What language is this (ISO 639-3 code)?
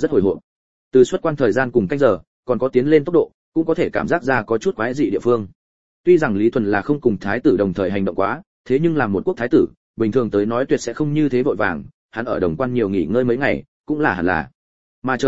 vie